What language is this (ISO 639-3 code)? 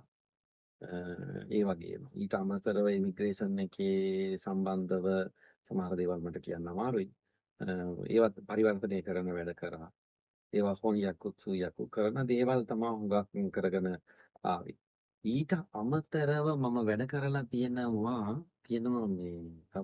sin